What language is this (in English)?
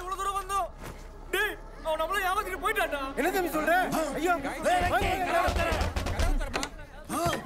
Tamil